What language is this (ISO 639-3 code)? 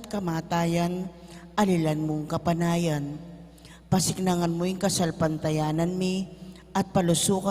pam